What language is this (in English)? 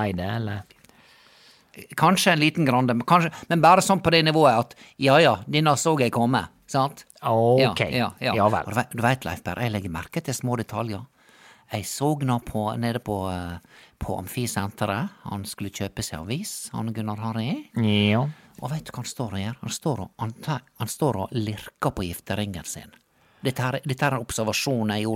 Norwegian